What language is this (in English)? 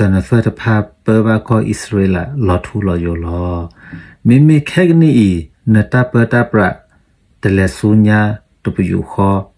S'gaw Karen